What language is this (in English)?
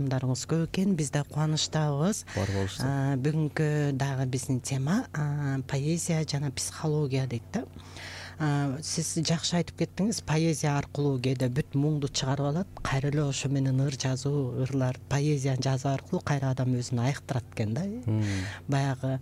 Kyrgyz